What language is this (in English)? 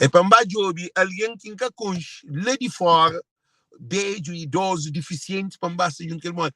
Kabuverdianu